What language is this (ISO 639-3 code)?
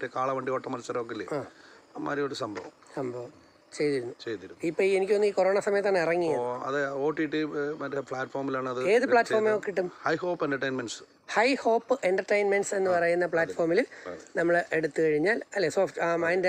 mal